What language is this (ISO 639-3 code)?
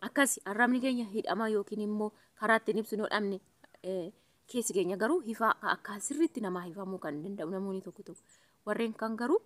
orm